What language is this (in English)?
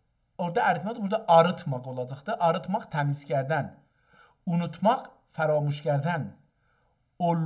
South Azerbaijani